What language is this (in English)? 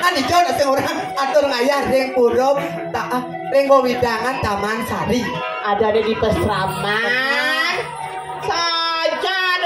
Balinese